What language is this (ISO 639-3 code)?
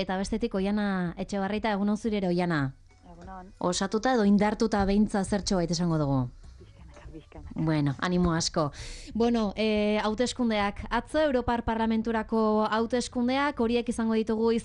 eus